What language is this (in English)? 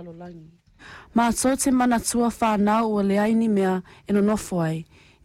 Samoan